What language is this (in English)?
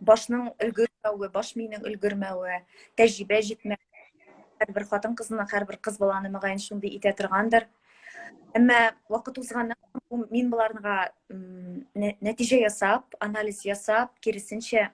Tatar